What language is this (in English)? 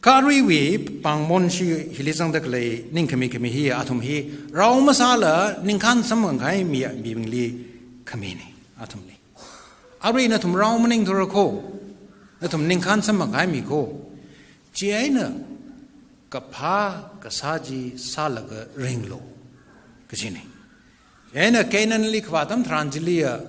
Tangkhul Naga (India)